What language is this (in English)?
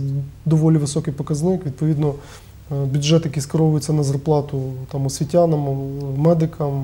Ukrainian